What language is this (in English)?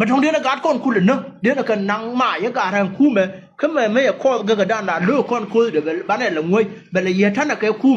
Nuer